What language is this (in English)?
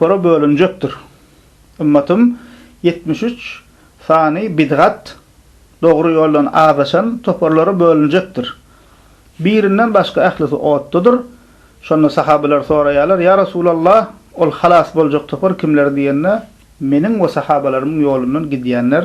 Turkmen